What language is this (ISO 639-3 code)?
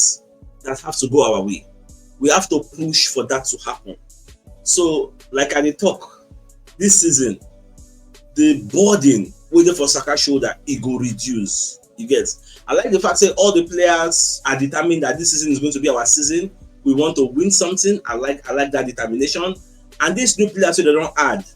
pcm